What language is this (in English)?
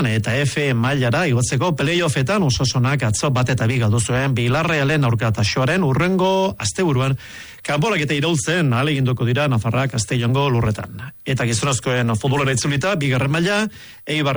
Basque